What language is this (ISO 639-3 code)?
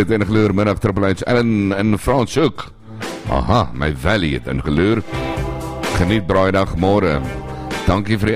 afr